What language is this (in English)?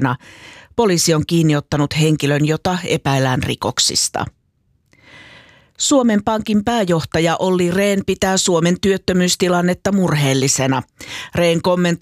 Finnish